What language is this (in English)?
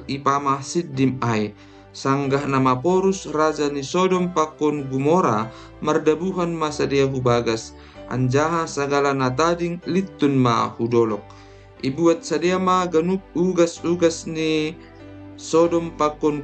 Batak Simalungun